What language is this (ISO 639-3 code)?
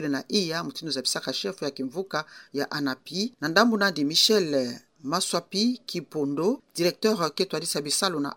ktu